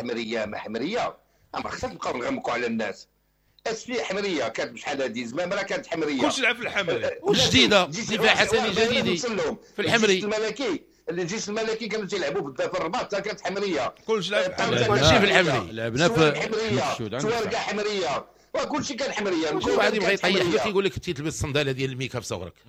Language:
Moroccan Arabic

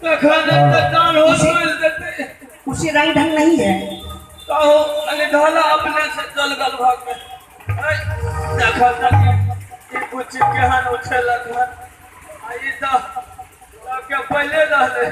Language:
Maithili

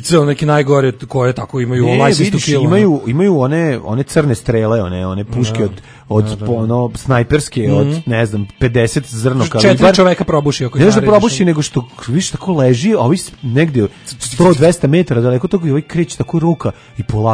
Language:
Serbian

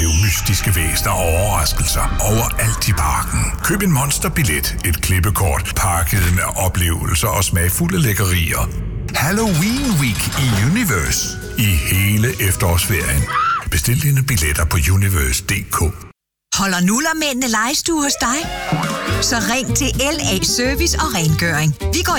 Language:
Danish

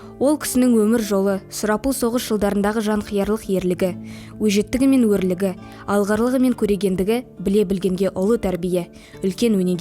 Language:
Kazakh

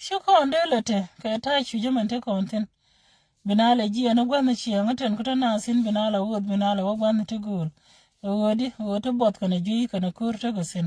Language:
Nuer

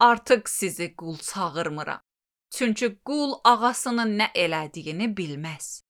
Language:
Azerbaijani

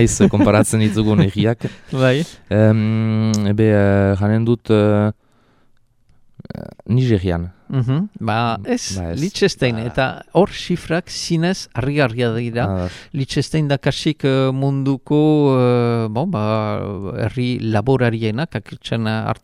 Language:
Basque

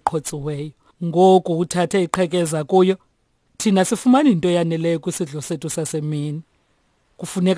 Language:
Xhosa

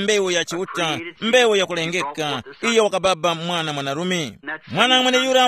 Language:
Tumbuka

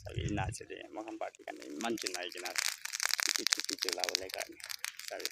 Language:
Naga Pidgin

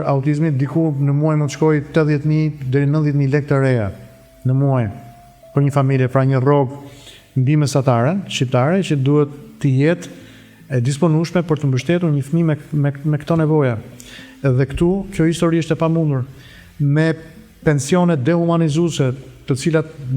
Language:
Albanian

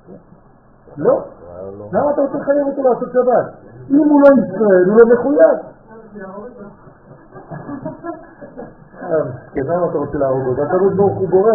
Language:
Hebrew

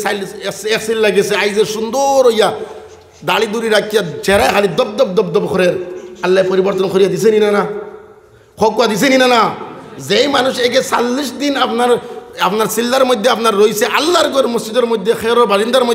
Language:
Sylheti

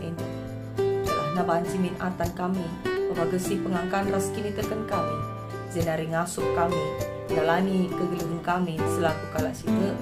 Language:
Batak Karo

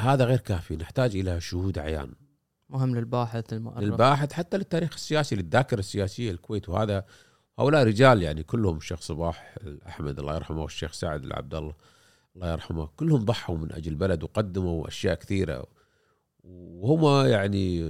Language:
Gulf Arabic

